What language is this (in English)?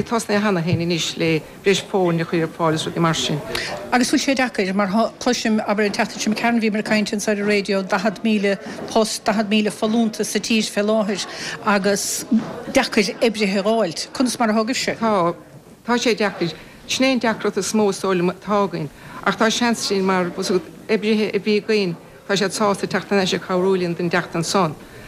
Irish